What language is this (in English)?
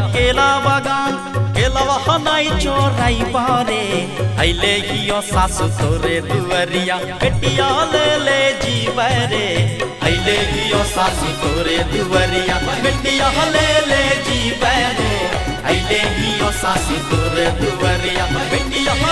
Bhojpuri